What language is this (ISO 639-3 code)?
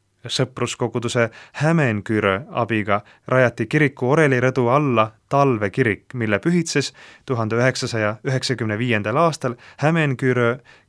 est